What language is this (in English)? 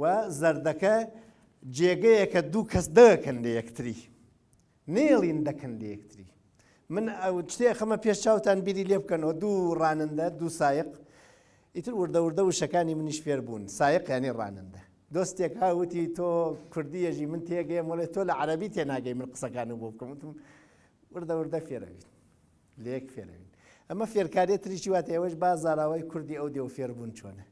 Central Kurdish